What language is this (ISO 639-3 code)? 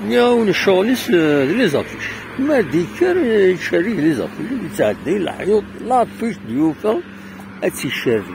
kab